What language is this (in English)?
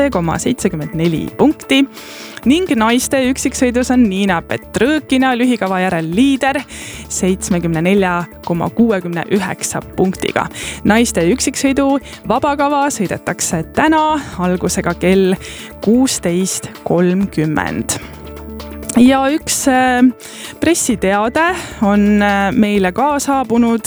Estonian